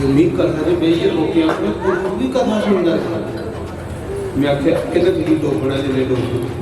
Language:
Dogri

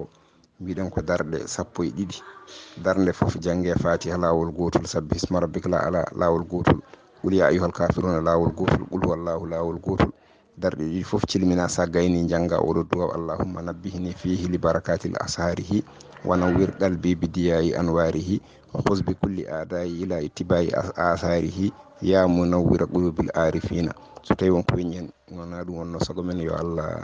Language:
Fula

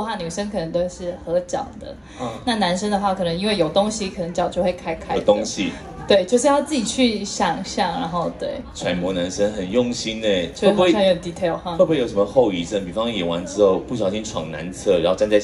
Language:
Chinese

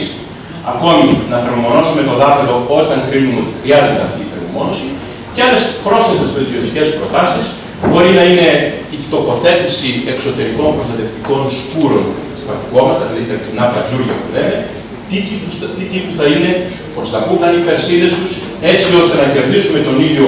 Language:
Greek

